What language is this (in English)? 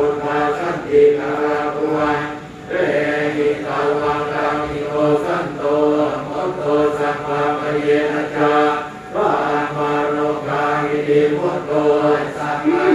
Pali